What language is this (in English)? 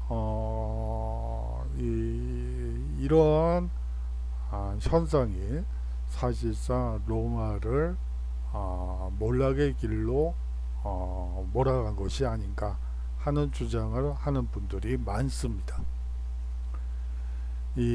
Korean